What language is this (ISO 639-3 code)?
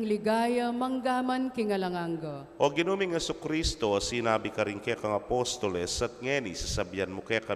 pam